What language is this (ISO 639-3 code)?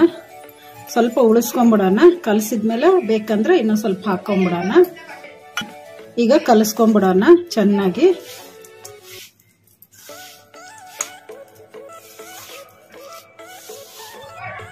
kan